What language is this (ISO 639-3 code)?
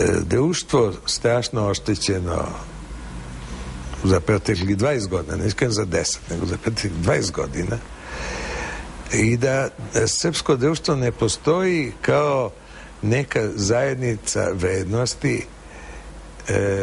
srp